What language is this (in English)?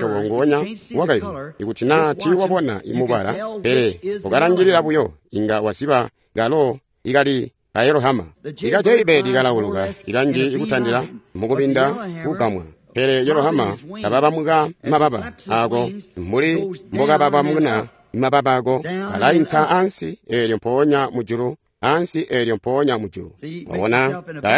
Tonga (Zambia)